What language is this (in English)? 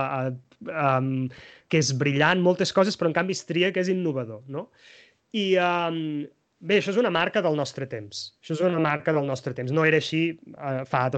Catalan